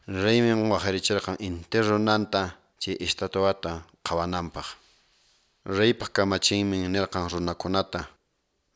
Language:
Quechua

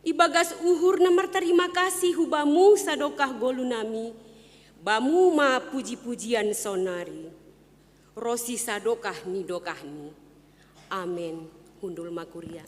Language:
Batak Simalungun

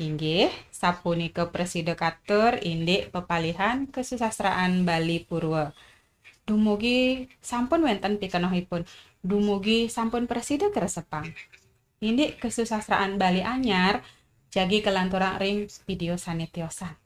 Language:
Balinese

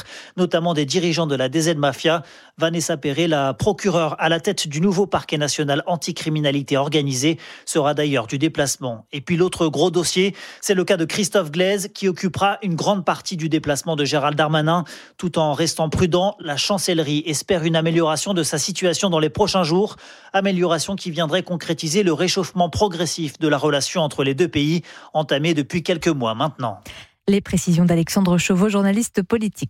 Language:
French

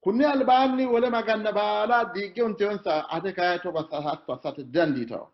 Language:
Sidamo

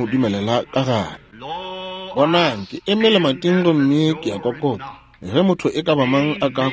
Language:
Northern Sotho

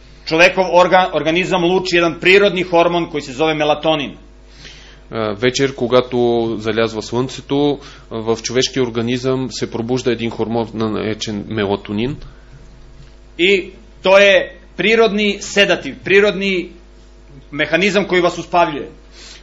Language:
Bulgarian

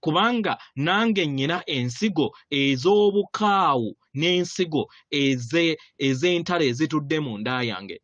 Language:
Ganda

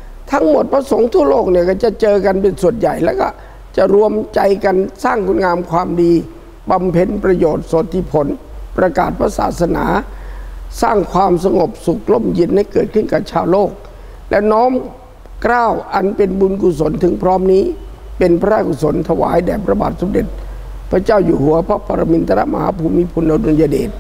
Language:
Thai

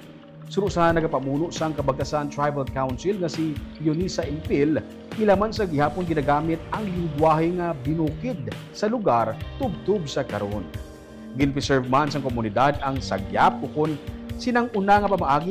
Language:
Hiligaynon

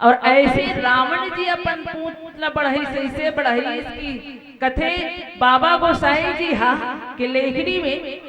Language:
Chhattisgarhi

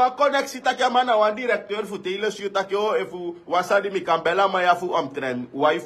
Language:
Sranan Tongo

